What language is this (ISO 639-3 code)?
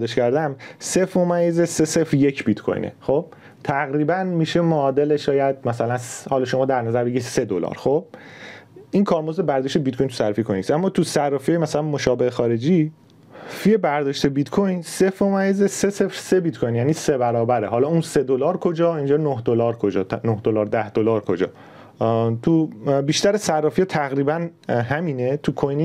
fas